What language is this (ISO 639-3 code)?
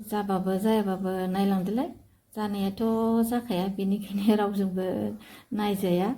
brx